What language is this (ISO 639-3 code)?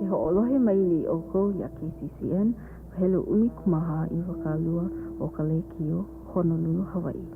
haw